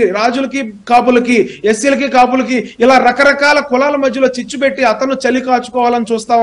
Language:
Telugu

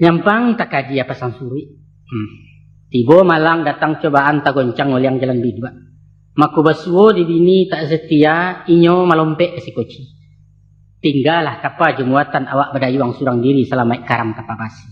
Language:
Minangkabau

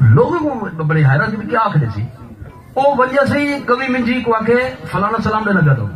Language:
Saraiki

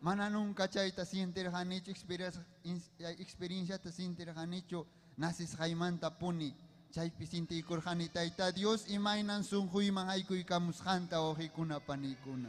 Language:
Ayacucho Quechua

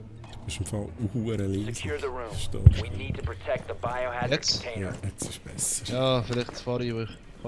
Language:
Swiss German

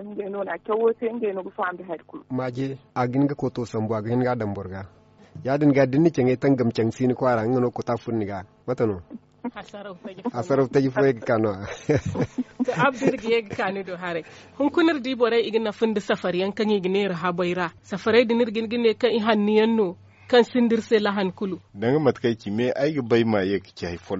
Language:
Zarma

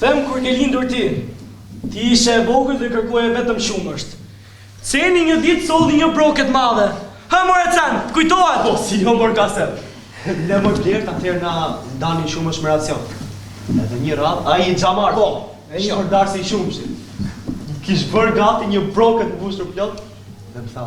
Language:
Albanian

